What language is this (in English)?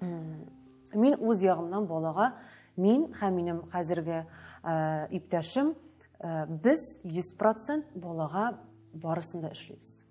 Tatar